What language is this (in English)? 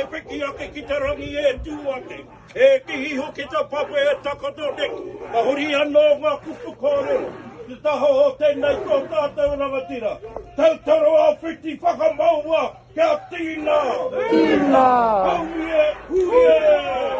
Māori